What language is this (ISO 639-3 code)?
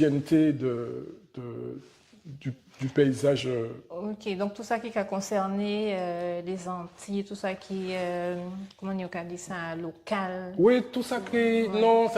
gcf